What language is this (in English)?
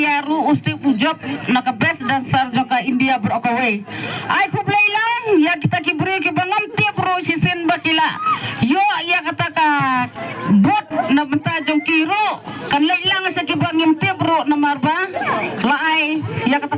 Khasi